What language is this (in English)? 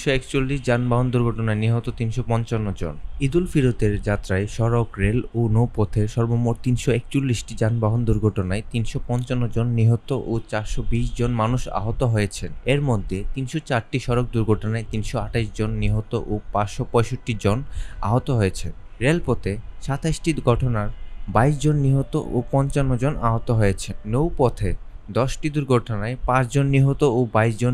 Bangla